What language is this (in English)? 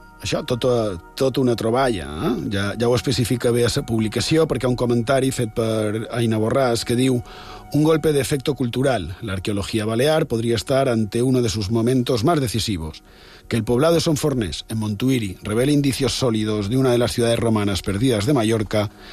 Catalan